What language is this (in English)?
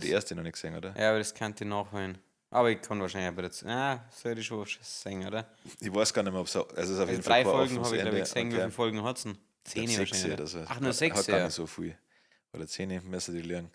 Bavarian